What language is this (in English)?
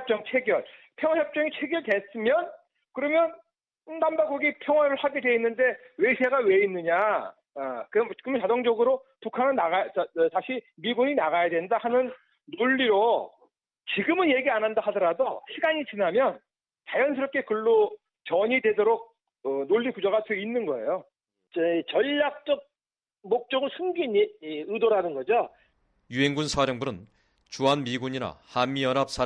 Korean